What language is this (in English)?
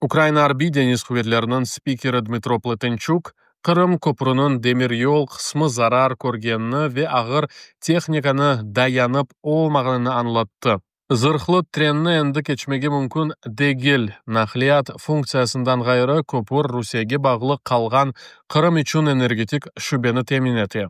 Crimean Tatar